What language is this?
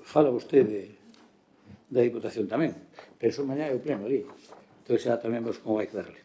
Galician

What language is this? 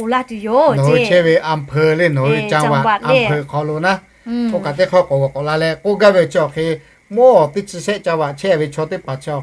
Lahu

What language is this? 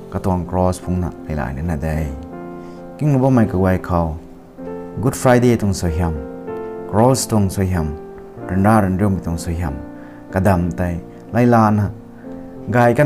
Rongmei Naga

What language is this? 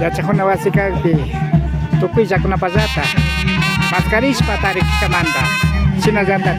Imbabura Highland Quichua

